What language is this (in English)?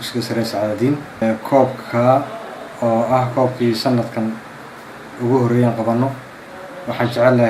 Somali